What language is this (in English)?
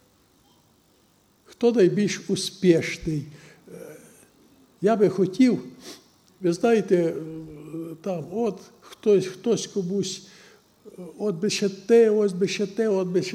Ukrainian